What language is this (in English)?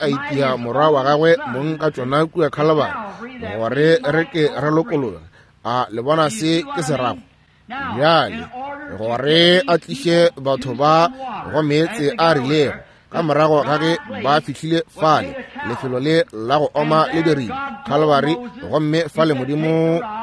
Northern Sotho